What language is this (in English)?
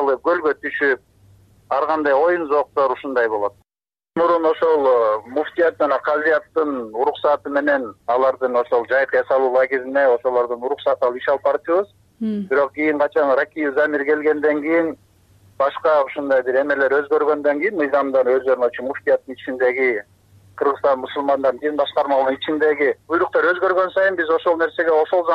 Kyrgyz